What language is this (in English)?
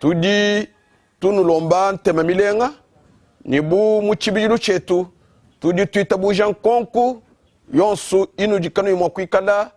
Luba-Lulua